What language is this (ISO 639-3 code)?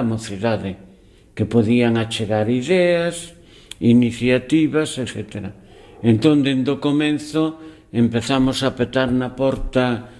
glg